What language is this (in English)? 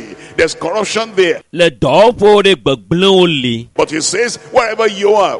Ewe